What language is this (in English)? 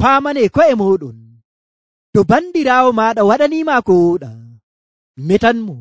Nigerian Fulfulde